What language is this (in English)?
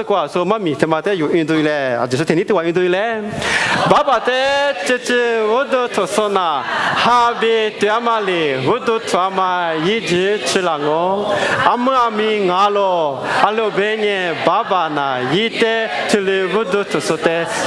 Lisu